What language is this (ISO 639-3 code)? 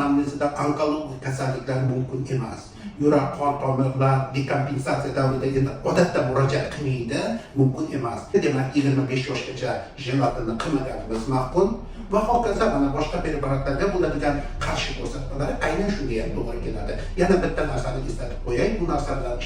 uzb